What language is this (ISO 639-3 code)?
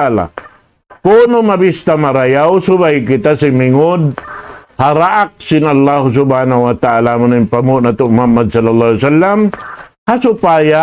tsg